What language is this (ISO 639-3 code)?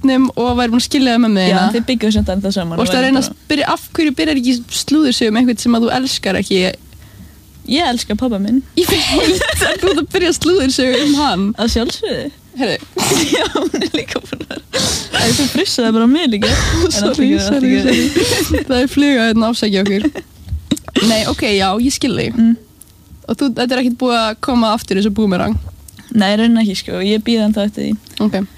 isl